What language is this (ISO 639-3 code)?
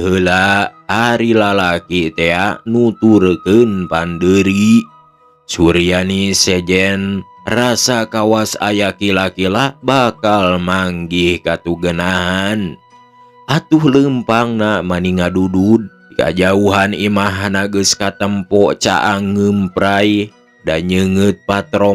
sun